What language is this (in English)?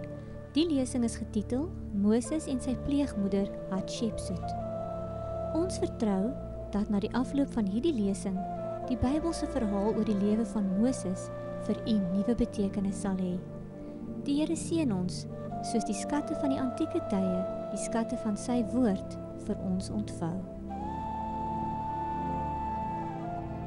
Afrikaans